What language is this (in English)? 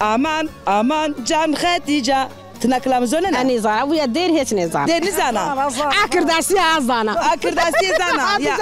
Zaza